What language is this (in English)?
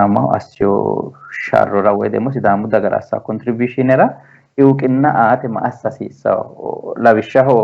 Sidamo